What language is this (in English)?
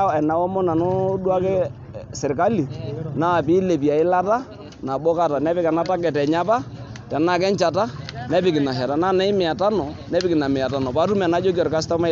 Masai